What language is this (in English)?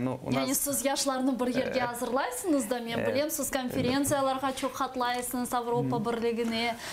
Crimean Tatar